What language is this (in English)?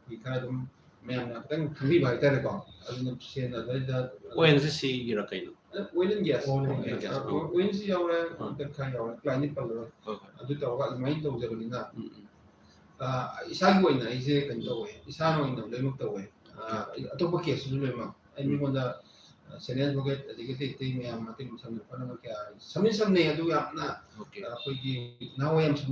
Manipuri